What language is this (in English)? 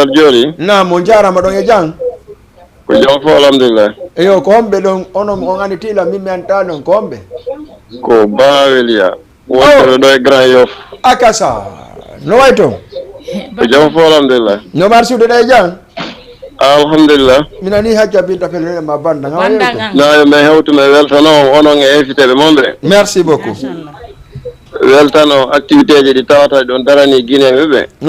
Fula